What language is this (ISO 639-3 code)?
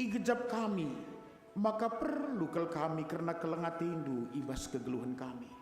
btx